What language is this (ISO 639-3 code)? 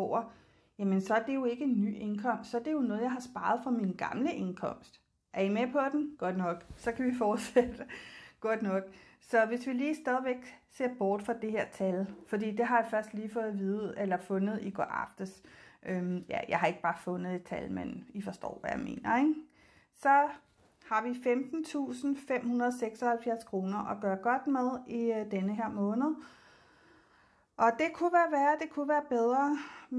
dan